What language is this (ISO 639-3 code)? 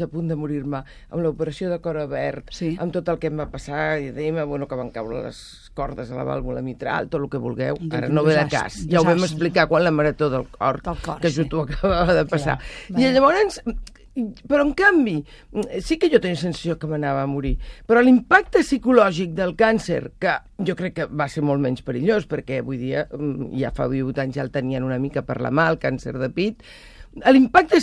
cat